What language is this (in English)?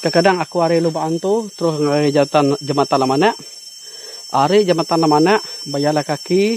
Iban